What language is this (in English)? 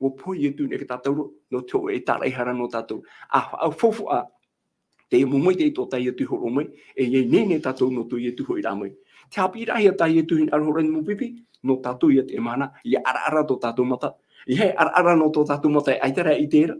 Tahitian